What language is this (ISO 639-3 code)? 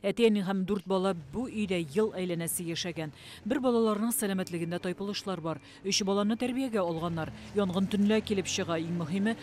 tat